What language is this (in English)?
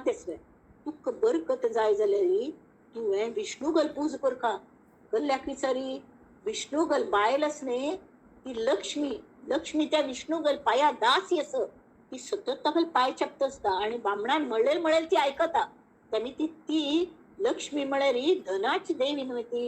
Konkani